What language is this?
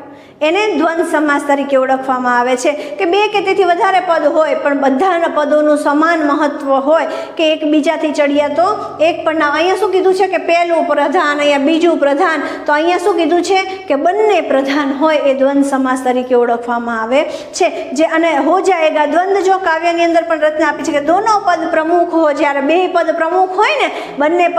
Gujarati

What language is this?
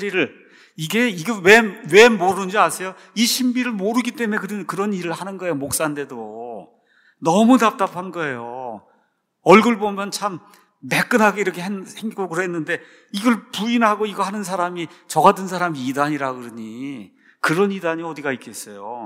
Korean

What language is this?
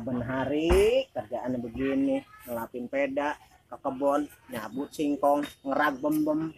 Betawi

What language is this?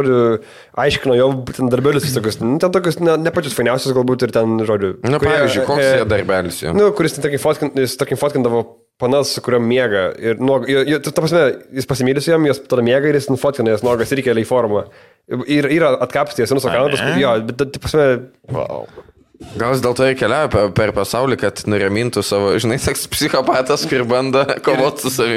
Lithuanian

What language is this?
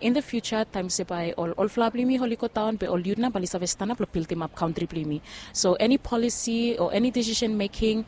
Bislama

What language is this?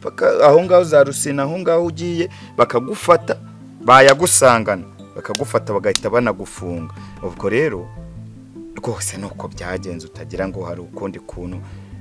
Kinyarwanda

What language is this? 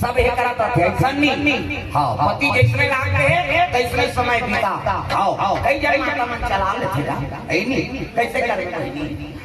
Chhattisgarhi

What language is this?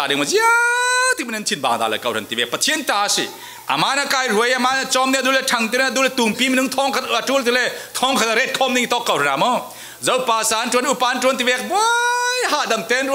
Falam Chin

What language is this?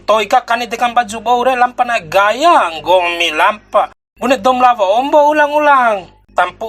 Bima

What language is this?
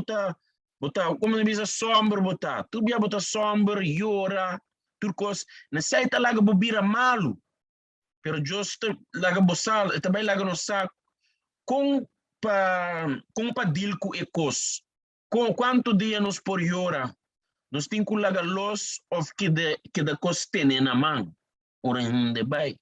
Papiamento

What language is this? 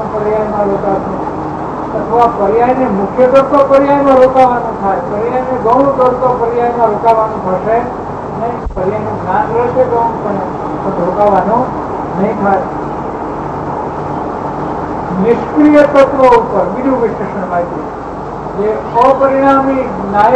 Gujarati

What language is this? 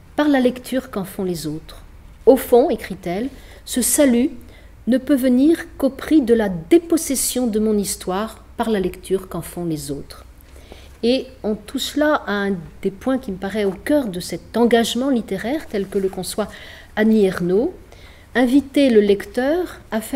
French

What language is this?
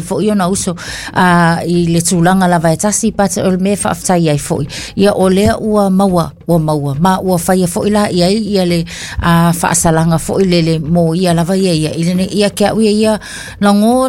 Samoan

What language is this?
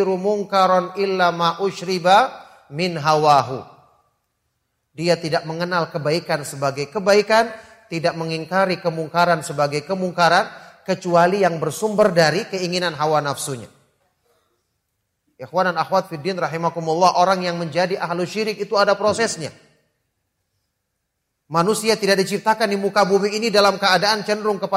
Indonesian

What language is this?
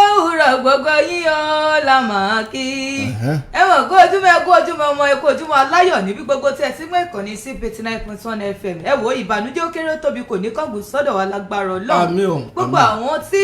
Yoruba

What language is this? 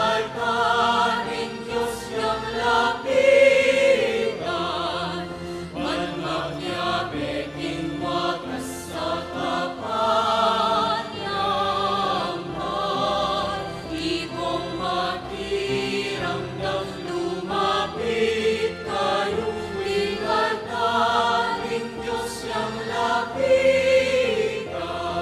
Pampanga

